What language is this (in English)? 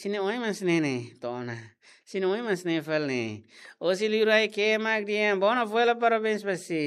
Tetum